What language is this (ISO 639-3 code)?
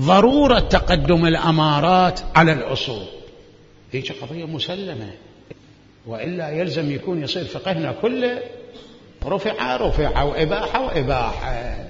acm